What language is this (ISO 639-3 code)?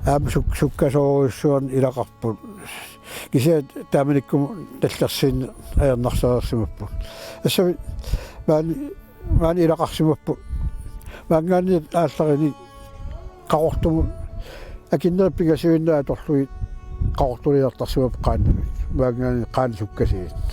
kal